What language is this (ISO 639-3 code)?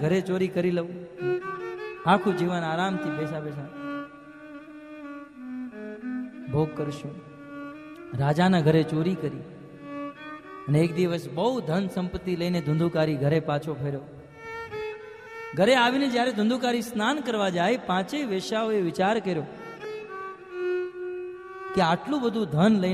guj